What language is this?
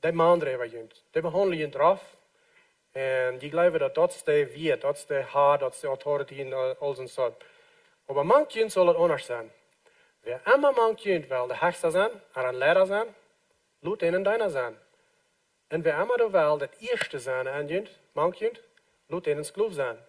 Plautdietsch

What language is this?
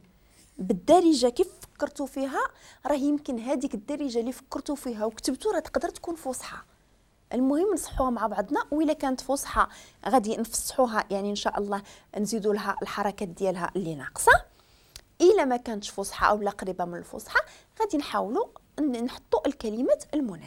Moroccan Arabic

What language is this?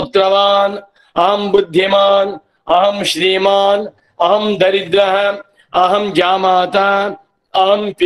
Sanskrit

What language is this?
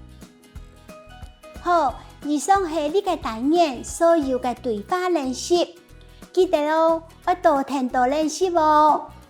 Hakka Chinese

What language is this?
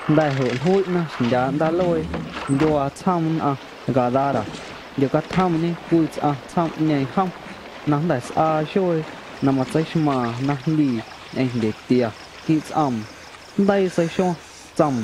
Guerrero Amuzgo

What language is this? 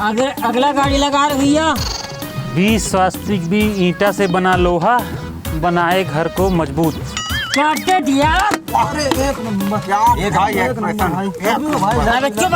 Chhattisgarhi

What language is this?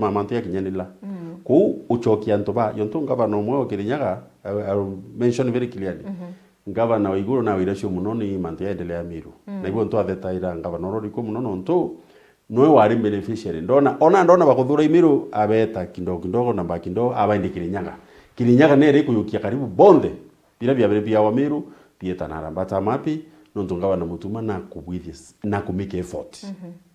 Meru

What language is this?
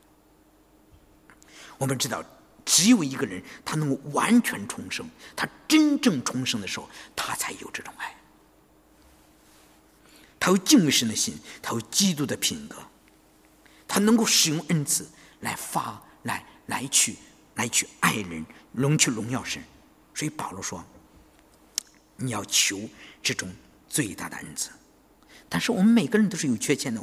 Chinese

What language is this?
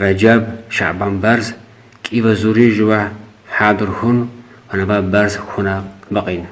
Lak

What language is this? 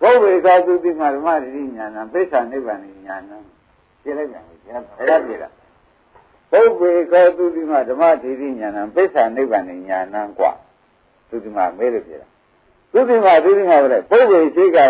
Burmese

